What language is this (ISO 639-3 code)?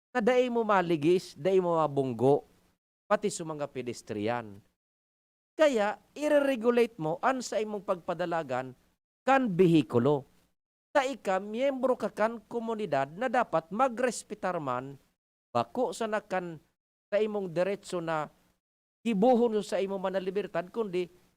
bik